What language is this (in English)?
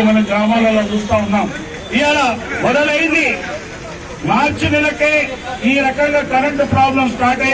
Telugu